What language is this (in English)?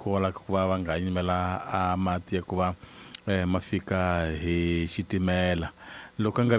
Tsonga